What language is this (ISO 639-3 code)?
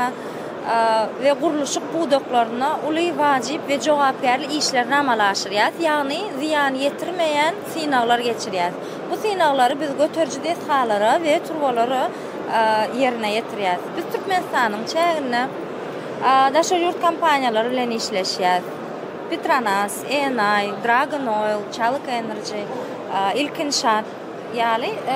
tuk